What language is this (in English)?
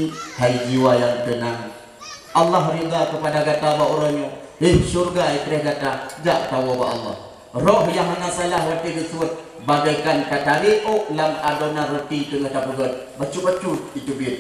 Achinese